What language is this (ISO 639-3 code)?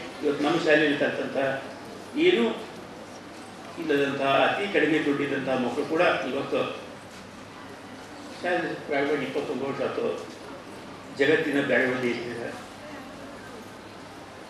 kan